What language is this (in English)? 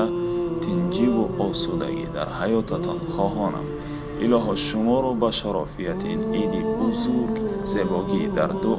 Tajik